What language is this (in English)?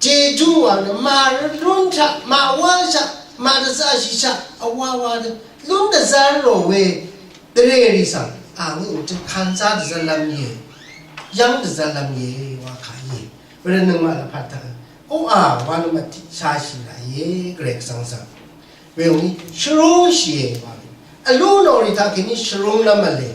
Rawang